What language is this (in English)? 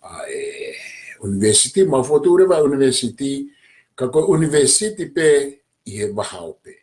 Tongan